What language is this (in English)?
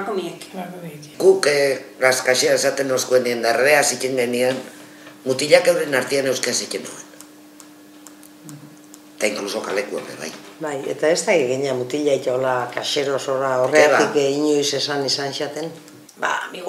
Basque